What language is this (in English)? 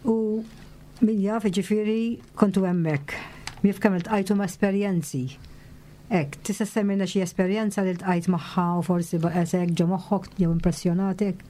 Maltese